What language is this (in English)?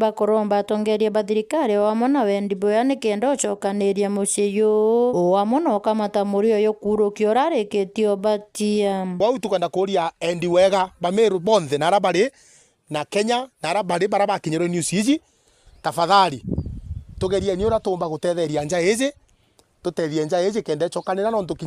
Meru